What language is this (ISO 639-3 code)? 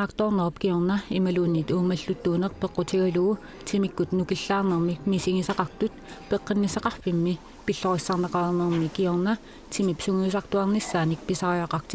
kal